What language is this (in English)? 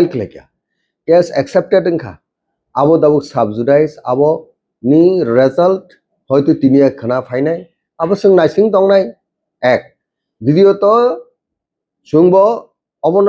Kok Borok